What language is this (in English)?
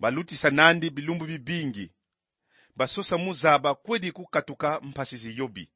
Kongo